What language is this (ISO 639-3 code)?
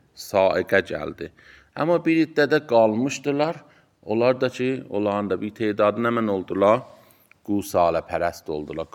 aze